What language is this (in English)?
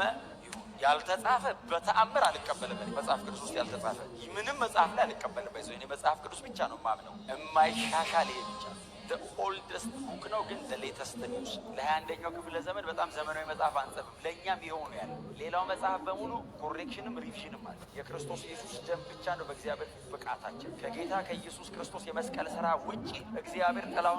Amharic